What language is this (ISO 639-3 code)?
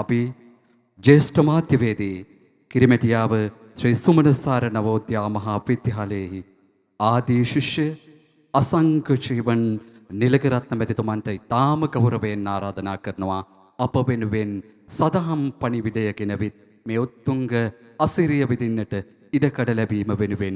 sin